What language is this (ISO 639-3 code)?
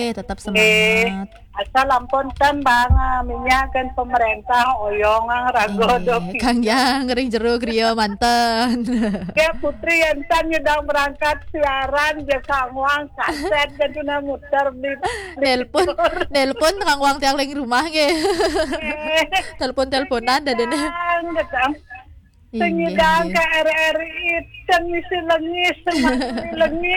ban